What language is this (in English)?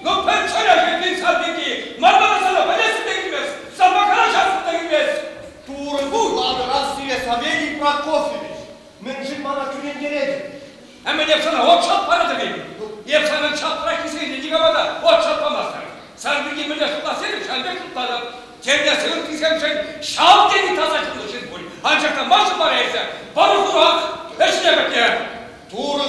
Chuvash